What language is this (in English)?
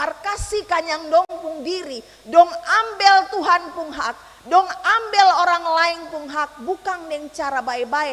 Ambonese Malay